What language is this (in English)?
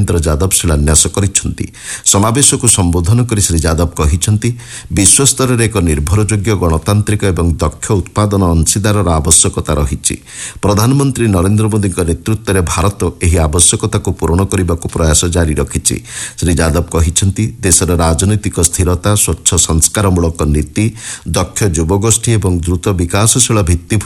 Odia